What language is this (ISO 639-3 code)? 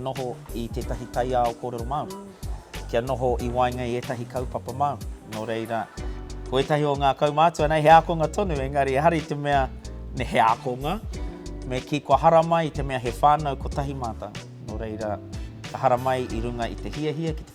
mri